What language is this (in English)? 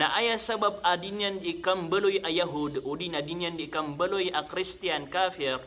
Maranao